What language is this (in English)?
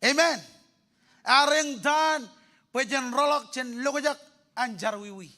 Marshallese